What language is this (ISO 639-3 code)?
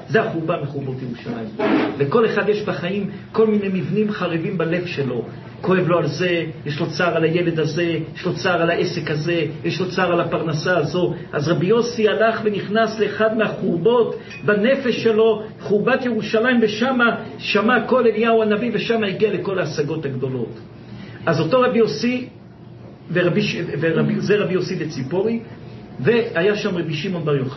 heb